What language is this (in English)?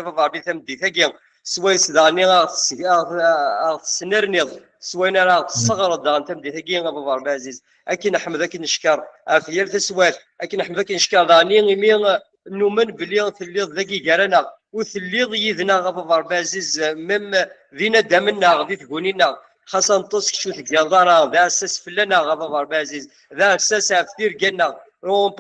Kabyle